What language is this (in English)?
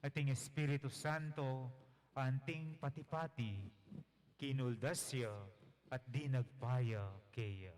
Pampanga